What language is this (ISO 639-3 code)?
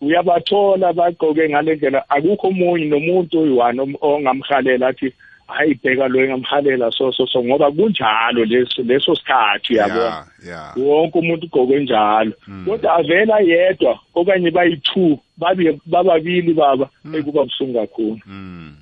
nbl